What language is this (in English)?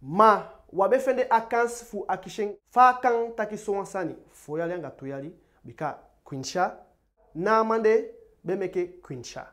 Eastern Maroon Creole